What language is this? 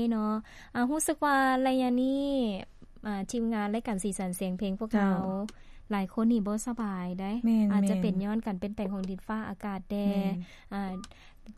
Lao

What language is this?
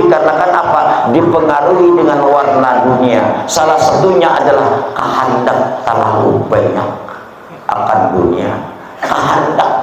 Banjar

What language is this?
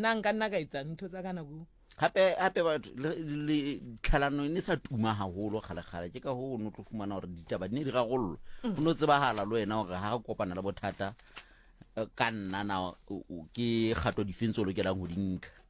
Southern Sotho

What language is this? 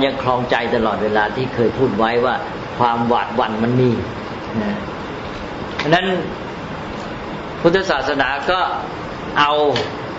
Thai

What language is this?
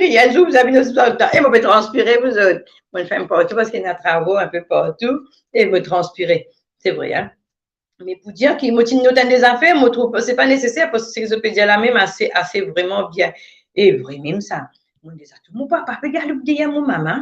Morisyen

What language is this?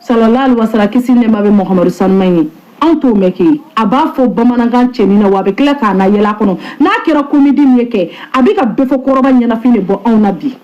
Bambara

